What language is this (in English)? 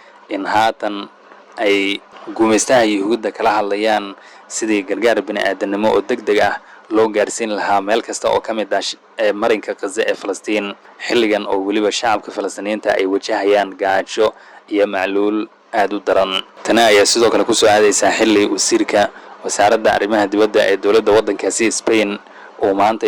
Somali